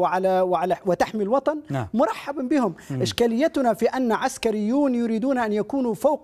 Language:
Arabic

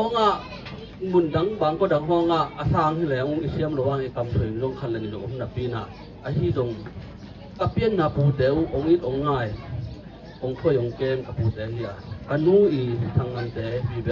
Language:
Tedim Chin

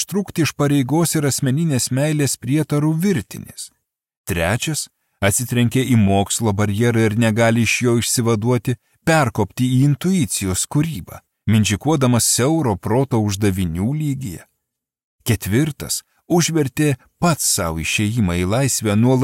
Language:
Lithuanian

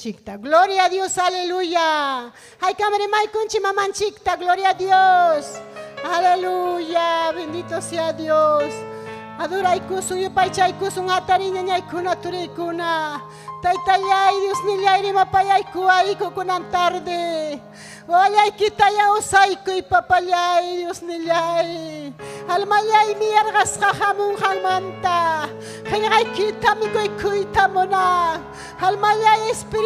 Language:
Ayacucho Quechua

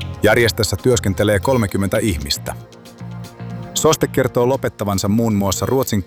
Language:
Finnish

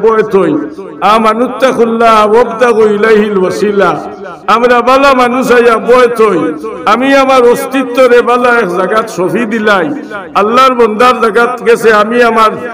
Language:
Sylheti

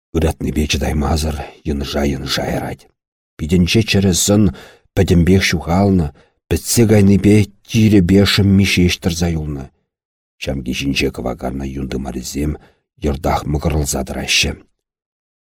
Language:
Chuvash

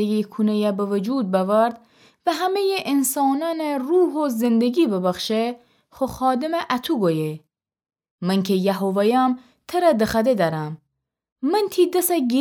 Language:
Gilaki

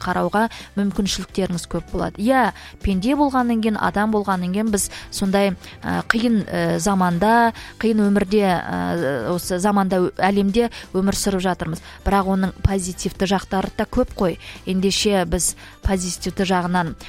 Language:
Kazakh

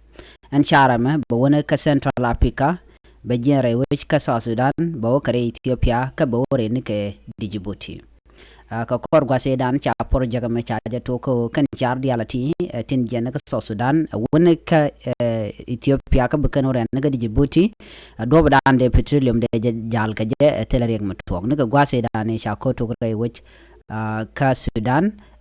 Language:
Nuer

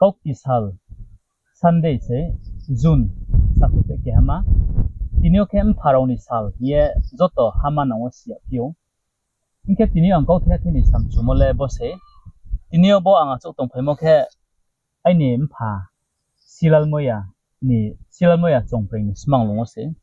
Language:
Riang (India)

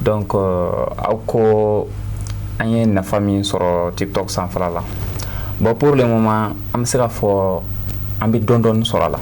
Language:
Bambara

